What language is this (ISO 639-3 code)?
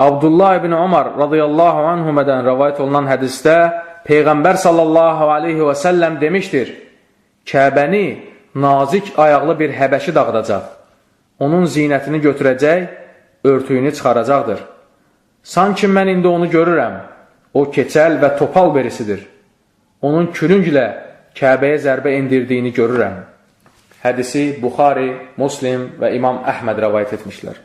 aze